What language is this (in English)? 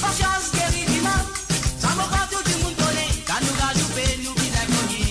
Morisyen